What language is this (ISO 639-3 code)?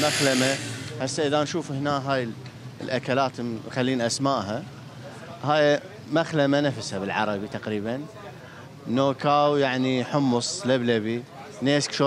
acm